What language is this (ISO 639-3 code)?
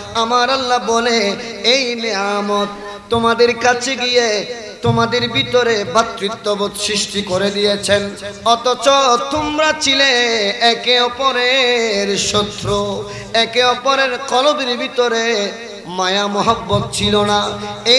ben